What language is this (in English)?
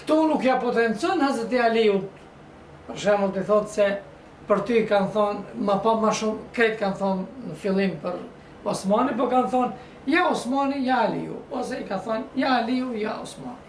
Albanian